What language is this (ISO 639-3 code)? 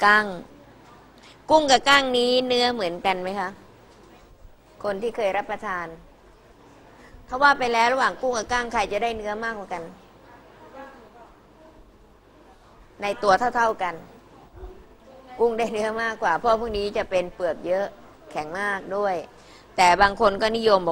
tha